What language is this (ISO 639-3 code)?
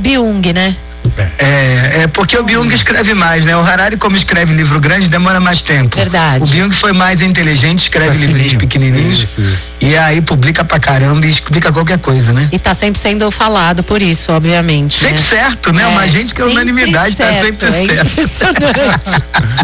por